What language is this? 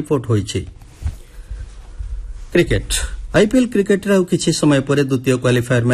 Odia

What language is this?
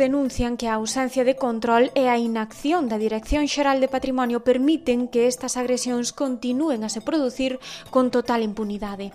Galician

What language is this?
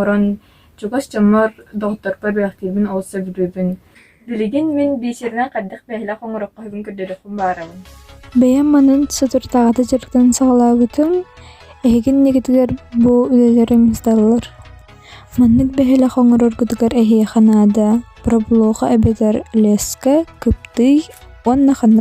Yakut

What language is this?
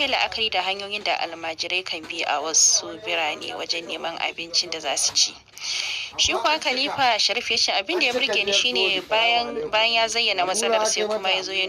Hausa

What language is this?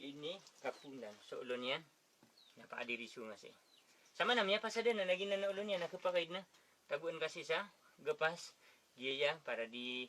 Maranao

